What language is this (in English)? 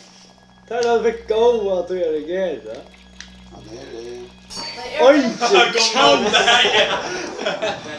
Faroese